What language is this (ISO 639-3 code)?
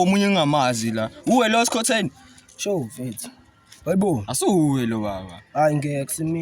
zul